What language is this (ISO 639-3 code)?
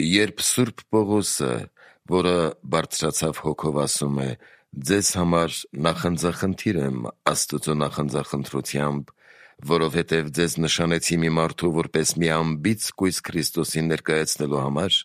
hye